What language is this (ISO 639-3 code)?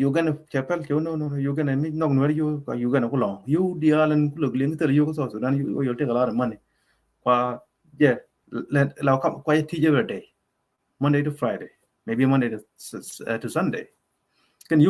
nus